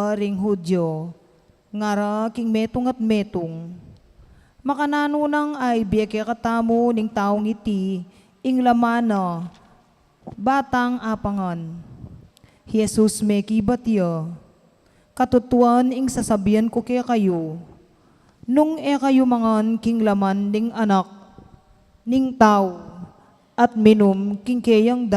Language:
Pampanga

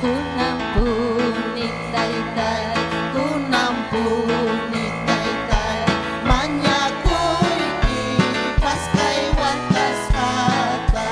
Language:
Ayacucho Quechua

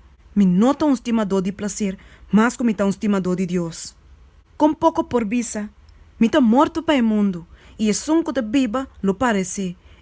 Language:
Papiamento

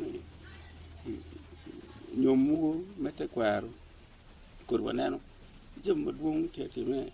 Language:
Acoli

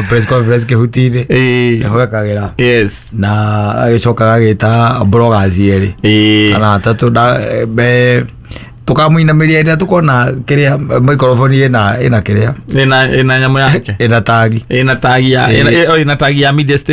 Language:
Kikuyu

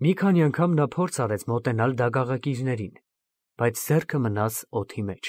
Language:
Armenian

